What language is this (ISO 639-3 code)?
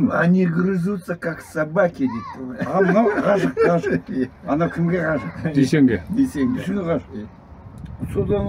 kaz